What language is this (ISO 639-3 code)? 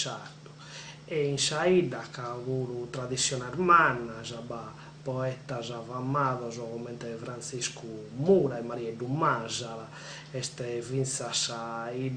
srd